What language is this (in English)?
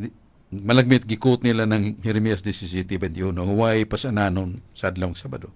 Cebuano